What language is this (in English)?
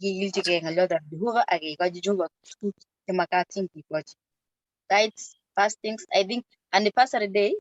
Kalenjin